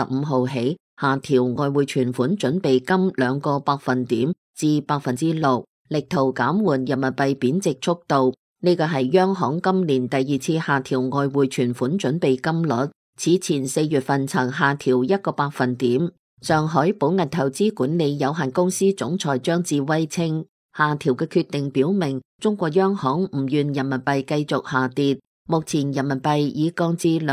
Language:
Cantonese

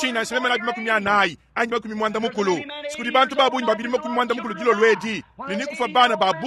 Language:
Luba-Lulua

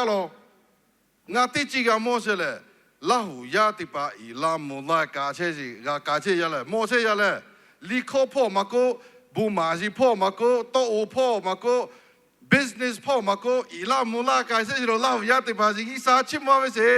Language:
Lahu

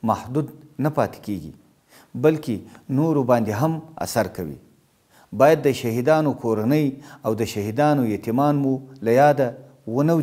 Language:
Pashto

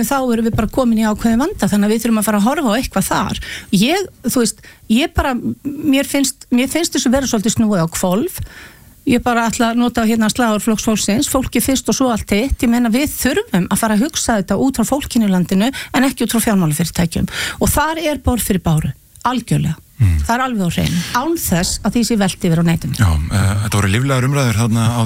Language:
Icelandic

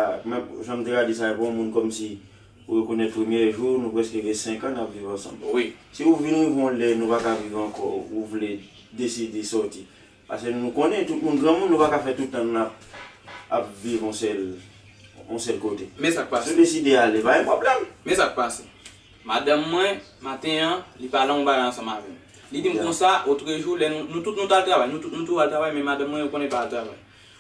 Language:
Haitian Creole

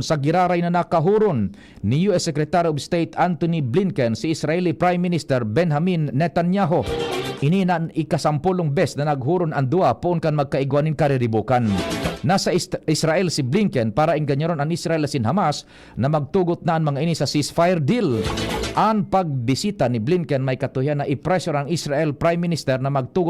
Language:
Bikol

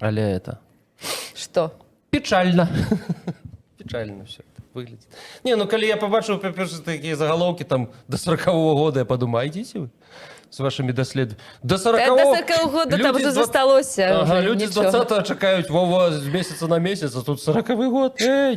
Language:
Belarusian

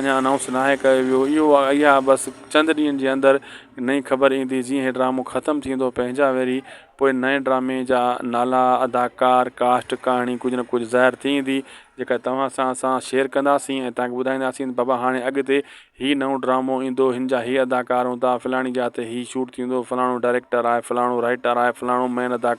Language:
Sindhi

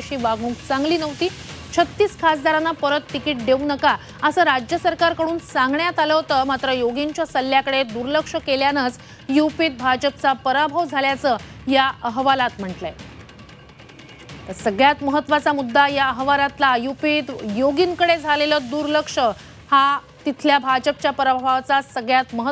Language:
Marathi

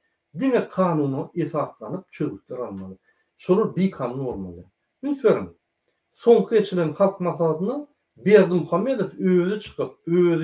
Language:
Turkmen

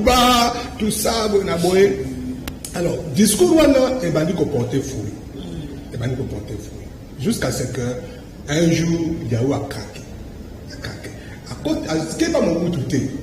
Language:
Lingala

